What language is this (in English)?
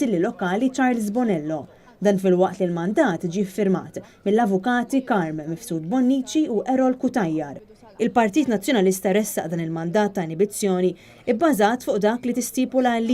Maltese